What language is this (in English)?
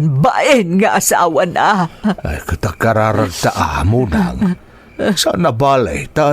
Iloko